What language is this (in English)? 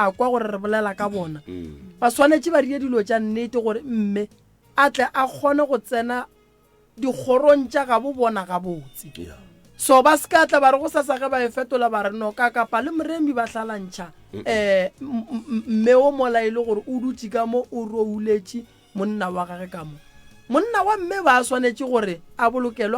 Northern Sotho